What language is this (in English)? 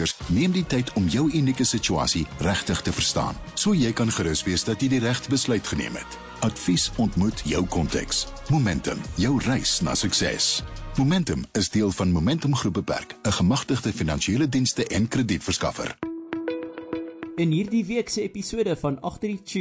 Afrikaans